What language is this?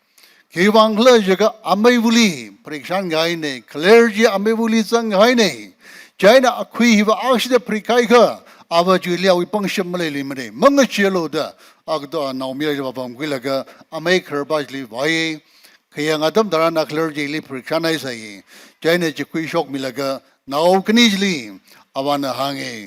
Tangkhul Naga (India)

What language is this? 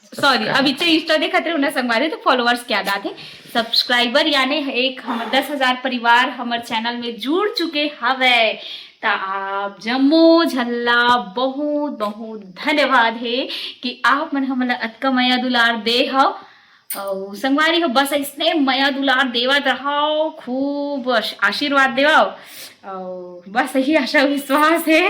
Chhattisgarhi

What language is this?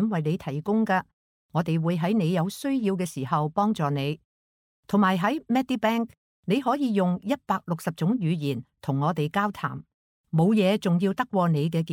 Cantonese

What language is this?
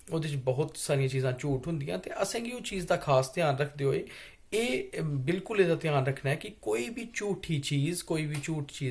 Dogri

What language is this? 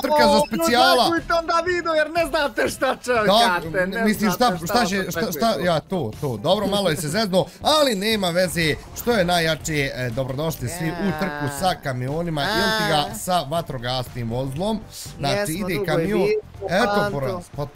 Bosnian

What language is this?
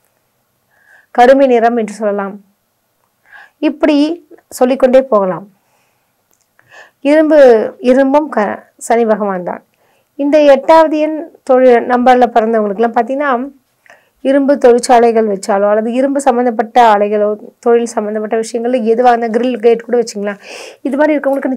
Tamil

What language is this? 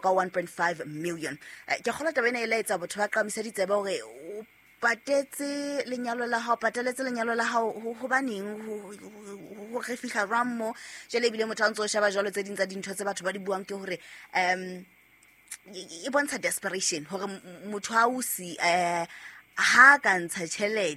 Southern Sotho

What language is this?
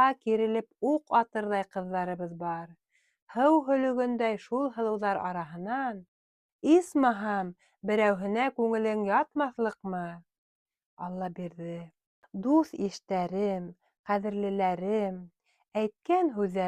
Bashkir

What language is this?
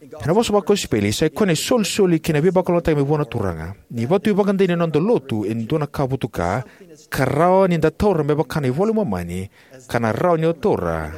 Fijian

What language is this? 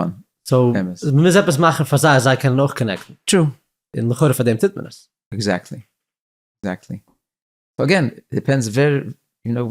Yiddish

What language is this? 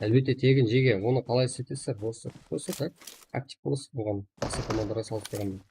Kara-Kalpak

